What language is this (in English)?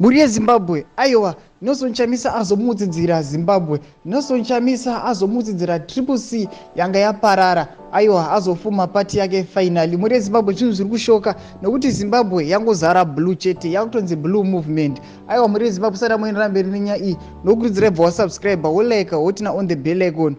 Shona